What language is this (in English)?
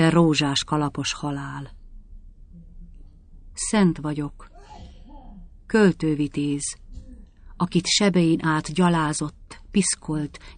Hungarian